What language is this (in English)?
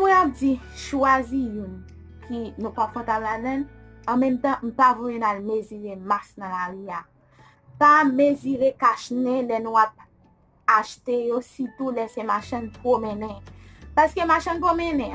Haitian Creole